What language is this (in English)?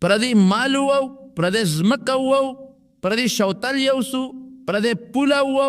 Pashto